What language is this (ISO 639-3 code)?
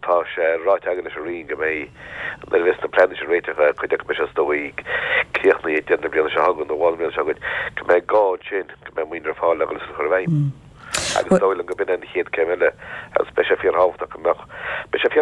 gle